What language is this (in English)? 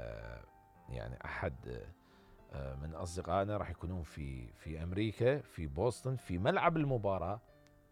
Mesopotamian Arabic